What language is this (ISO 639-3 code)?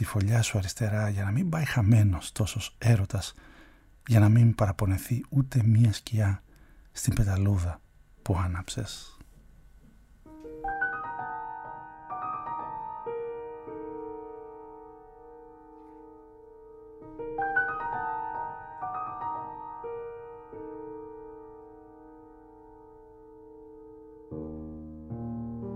ell